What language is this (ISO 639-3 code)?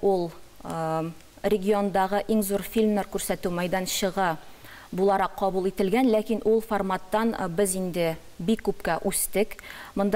tat